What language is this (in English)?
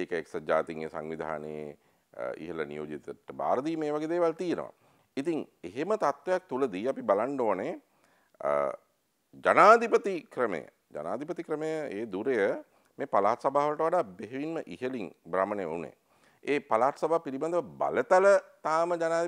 Sinhala